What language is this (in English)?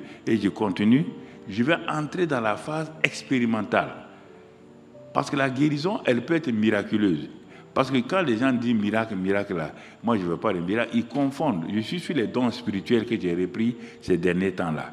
French